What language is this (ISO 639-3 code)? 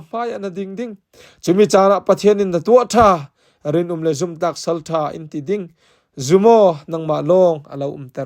cfm